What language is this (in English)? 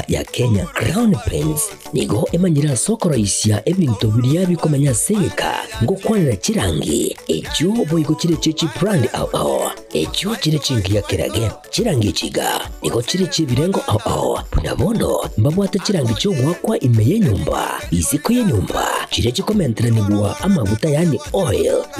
Gusii